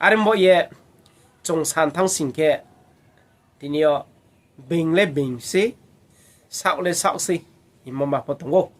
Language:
Riang (India)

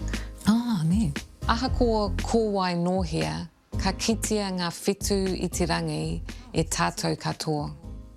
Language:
Māori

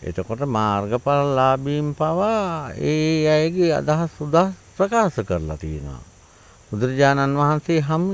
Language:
Sinhala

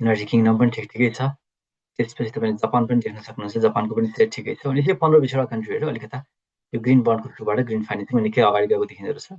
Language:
Nepali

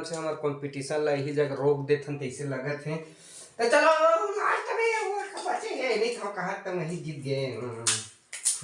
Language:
Chhattisgarhi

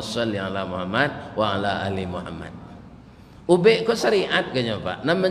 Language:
Minangkabau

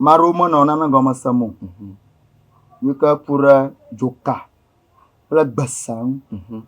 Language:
Ewe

